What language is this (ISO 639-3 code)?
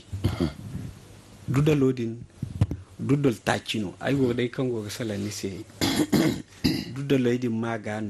dje